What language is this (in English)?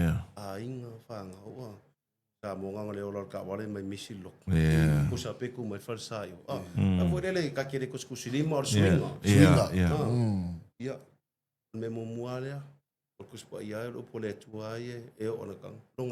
Samoan